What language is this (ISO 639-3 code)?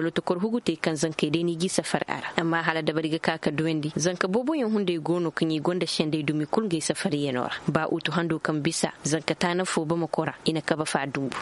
ses